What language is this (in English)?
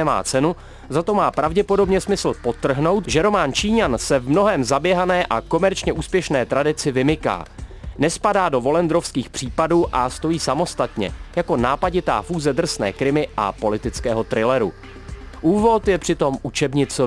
Czech